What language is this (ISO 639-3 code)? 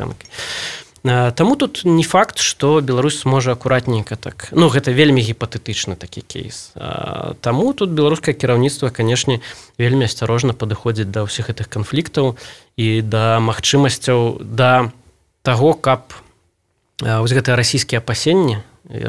bel